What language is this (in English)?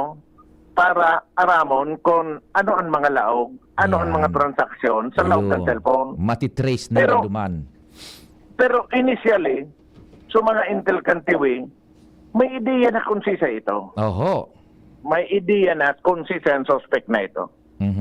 Bikol